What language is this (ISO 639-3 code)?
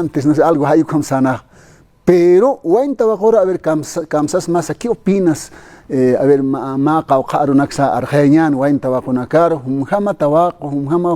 aym